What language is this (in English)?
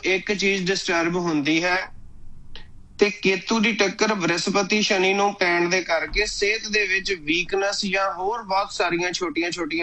Punjabi